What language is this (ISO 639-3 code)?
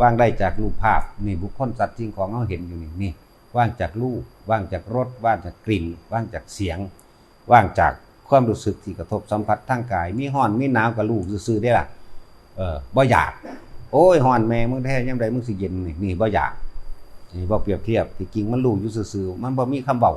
tts